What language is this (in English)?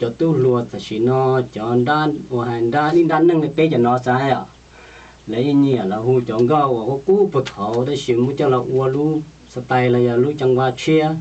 Hmong